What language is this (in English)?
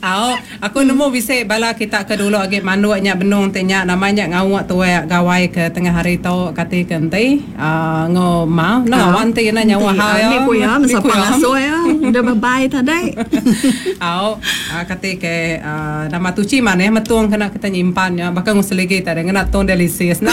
Iban